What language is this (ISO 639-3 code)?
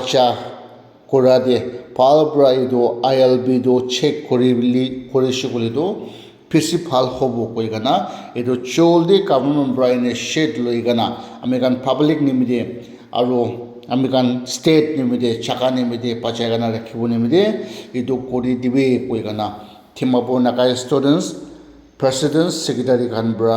nag